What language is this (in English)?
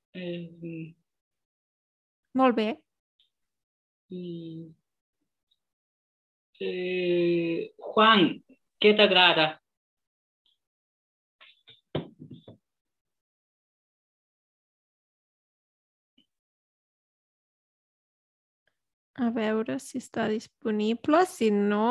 Catalan